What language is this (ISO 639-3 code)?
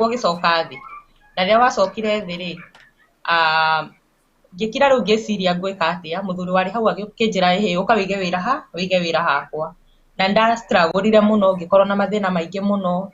kik